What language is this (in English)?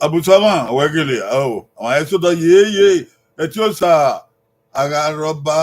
Bini